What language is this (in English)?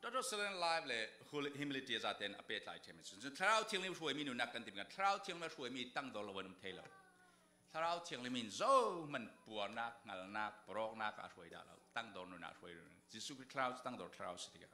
Falam Chin